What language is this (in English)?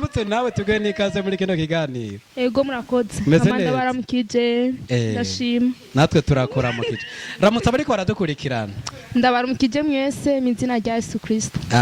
Rundi